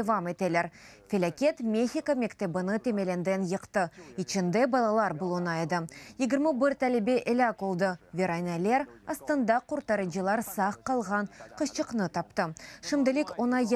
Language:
Crimean Tatar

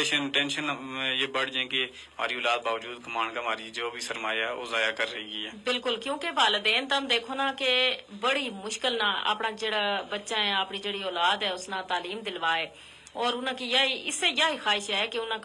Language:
Gujari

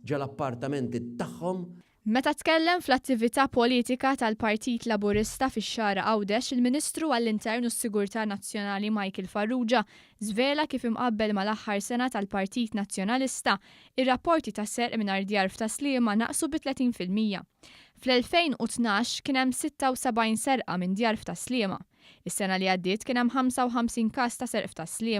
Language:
Maltese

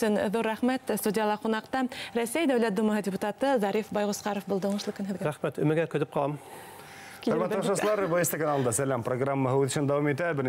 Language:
Bashkir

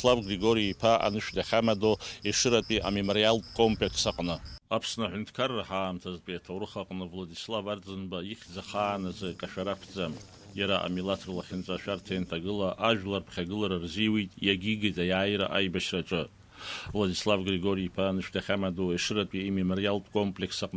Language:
Abkhazian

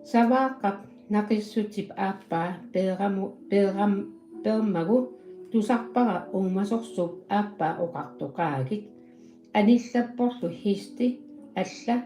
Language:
Kalaallisut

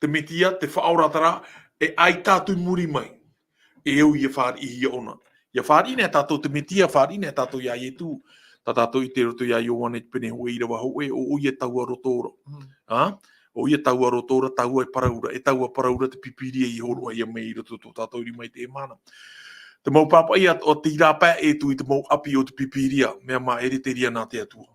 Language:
Tahitian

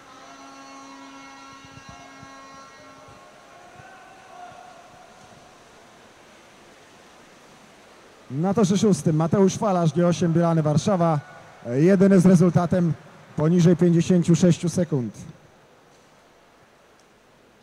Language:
Polish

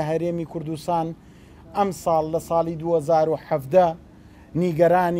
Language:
Central Kurdish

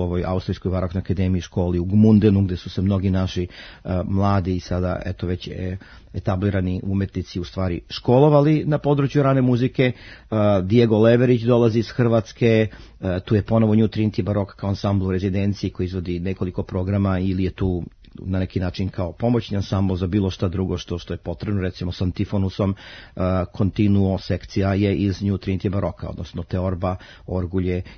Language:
Serbian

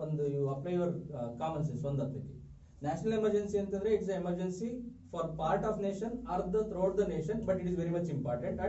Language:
Kannada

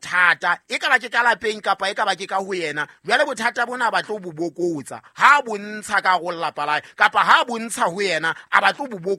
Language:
Southern Sotho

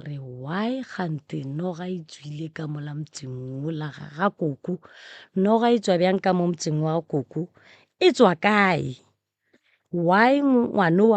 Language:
Northern Sotho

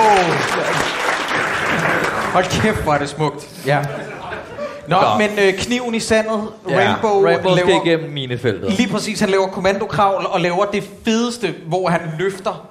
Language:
Danish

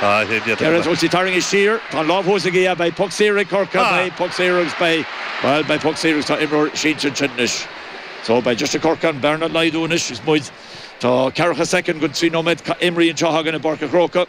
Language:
Irish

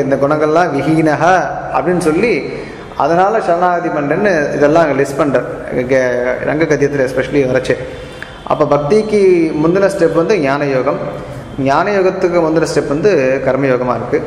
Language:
Tamil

